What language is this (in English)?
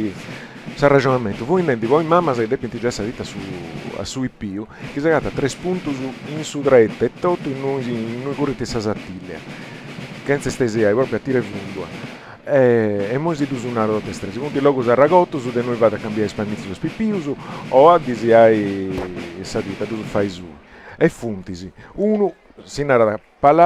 Sardinian